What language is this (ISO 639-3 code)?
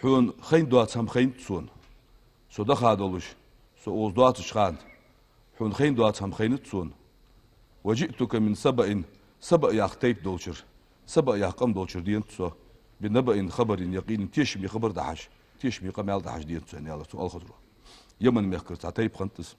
inh